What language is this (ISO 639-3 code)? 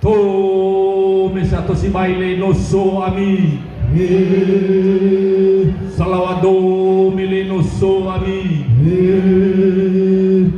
nia